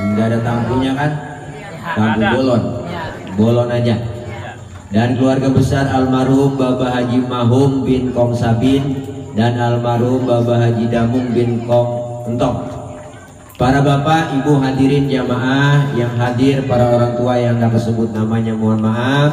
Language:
Betawi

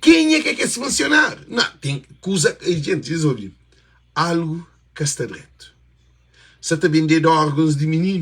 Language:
Kabuverdianu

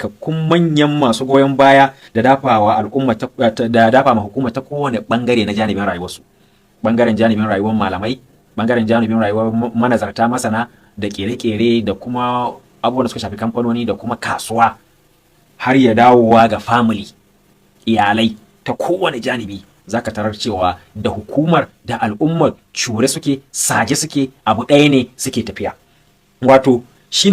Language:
Hausa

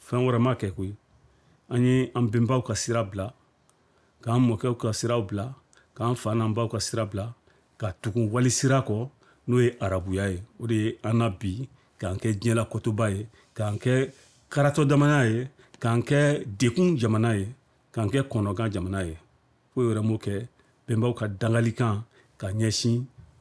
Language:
Bambara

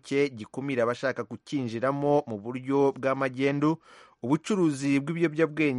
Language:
Kinyarwanda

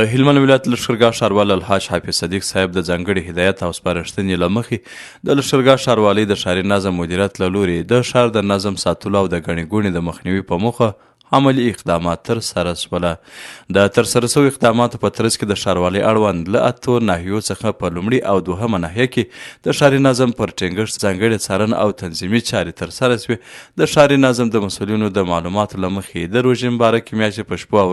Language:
Pashto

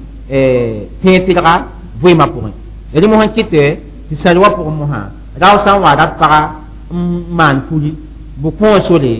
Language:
Mossi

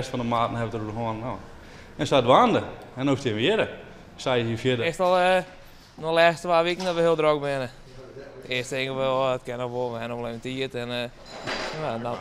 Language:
Western Frisian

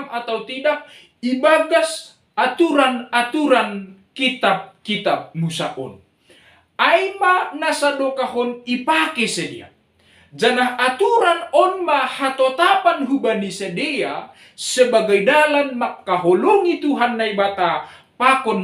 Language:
Batak Simalungun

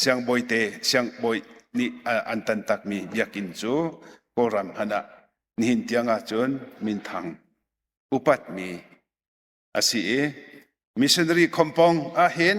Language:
Hakha Chin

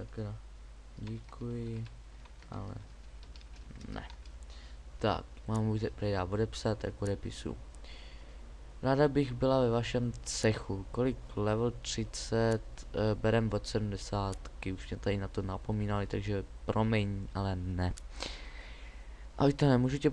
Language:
Czech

